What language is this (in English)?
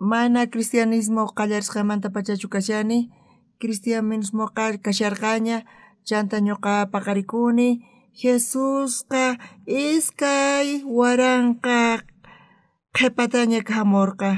South Bolivian Quechua